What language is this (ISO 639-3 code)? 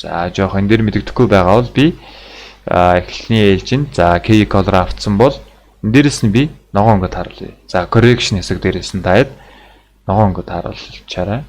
mon